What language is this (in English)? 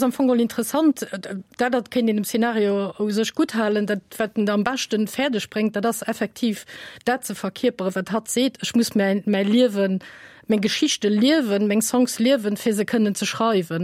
Luxembourgish